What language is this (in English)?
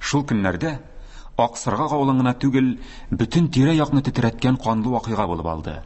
Tatar